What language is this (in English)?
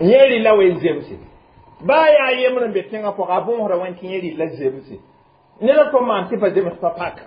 Mossi